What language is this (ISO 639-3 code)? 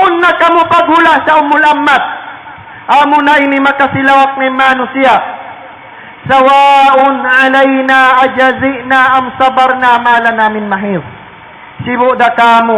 tsg